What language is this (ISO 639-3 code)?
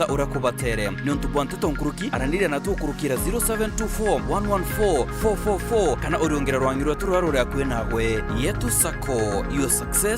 mer